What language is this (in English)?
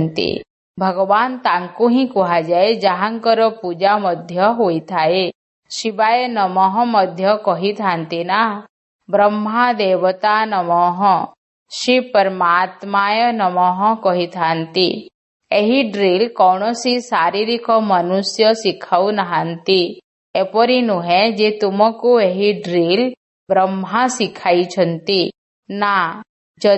Odia